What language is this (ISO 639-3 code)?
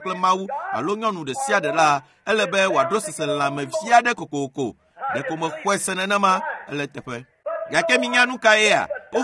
ewe